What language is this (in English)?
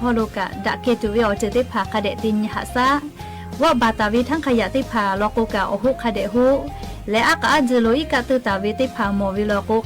Lahu